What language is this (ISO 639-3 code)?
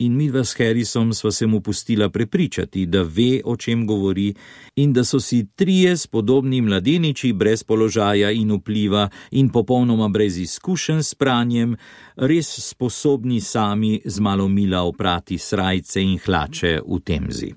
slv